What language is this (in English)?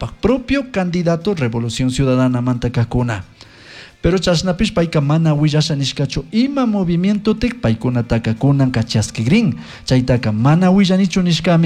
Chimborazo Highland Quichua